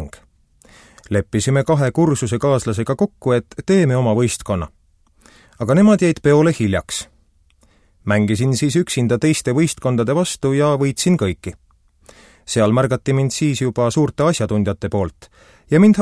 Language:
Estonian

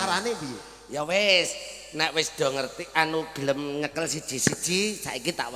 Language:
Javanese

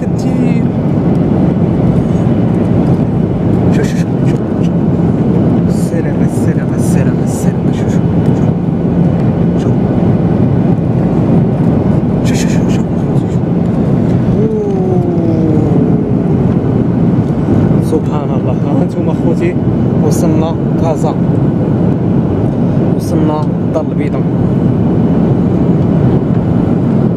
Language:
Moroccan Arabic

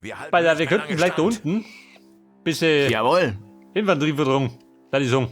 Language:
Bavarian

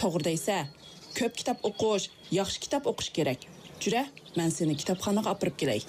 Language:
Uyghur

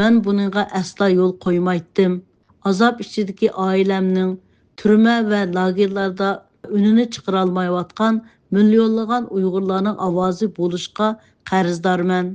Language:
Uyghur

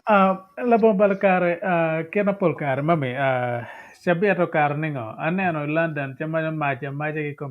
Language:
Acoli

